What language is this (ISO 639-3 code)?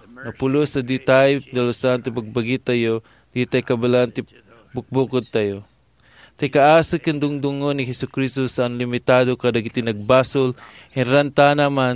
ilo